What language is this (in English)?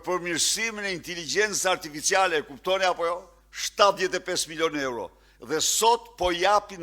Albanian